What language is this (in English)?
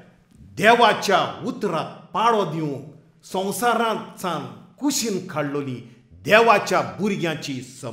Konkani